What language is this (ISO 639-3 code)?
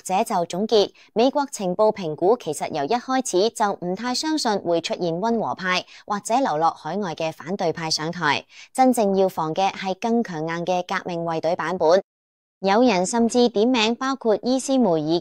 yue